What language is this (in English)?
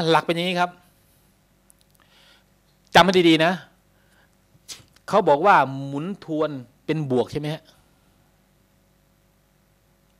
Thai